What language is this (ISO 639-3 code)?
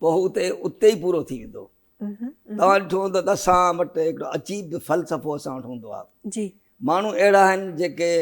snd